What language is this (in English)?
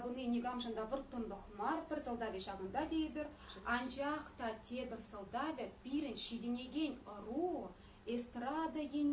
Chuvash